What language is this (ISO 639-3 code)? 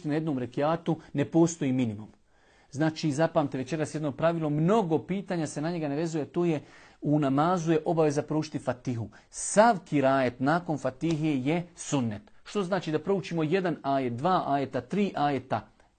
bos